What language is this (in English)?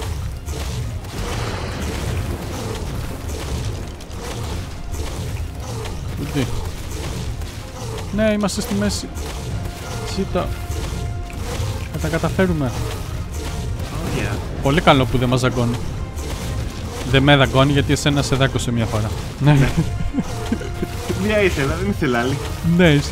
Greek